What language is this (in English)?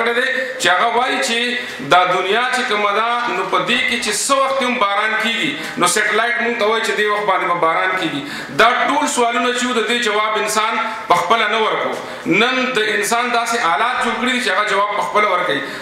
Pashto